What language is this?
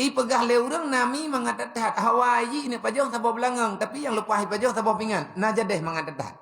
Achinese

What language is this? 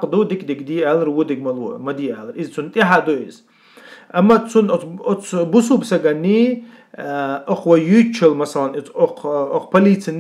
Chechen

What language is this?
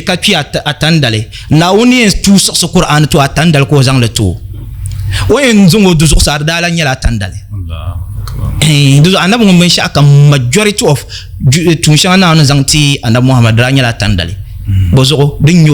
Dagbani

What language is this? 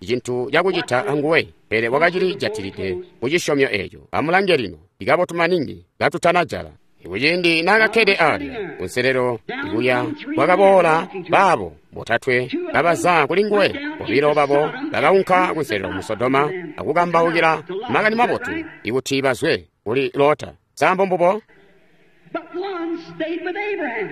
Tonga (Zambia)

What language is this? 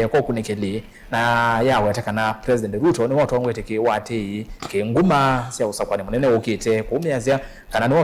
Kamba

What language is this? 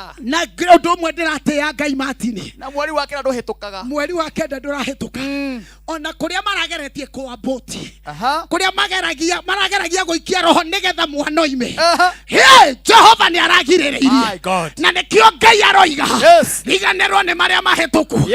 Kikuyu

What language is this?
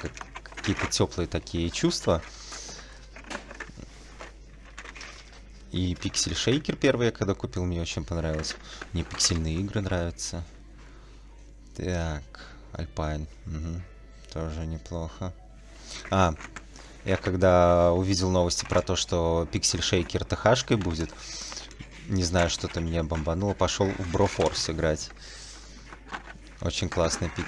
Russian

